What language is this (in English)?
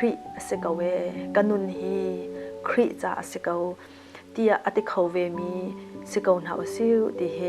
Hakha Chin